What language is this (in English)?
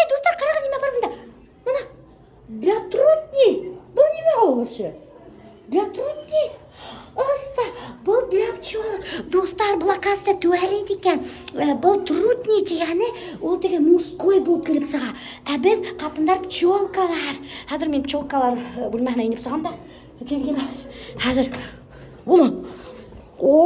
Bashkir